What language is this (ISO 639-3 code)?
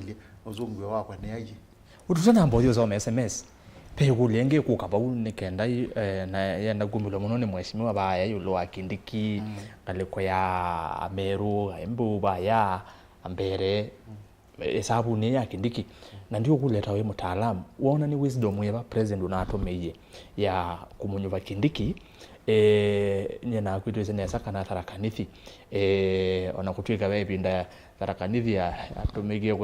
kam